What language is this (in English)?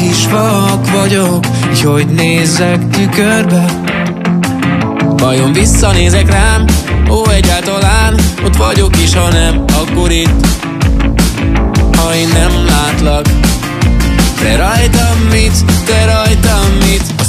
Hungarian